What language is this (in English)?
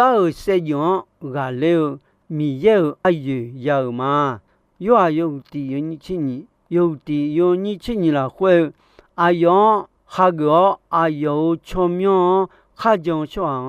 Akha